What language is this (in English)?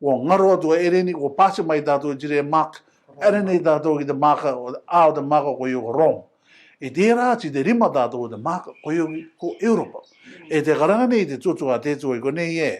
Rarotongan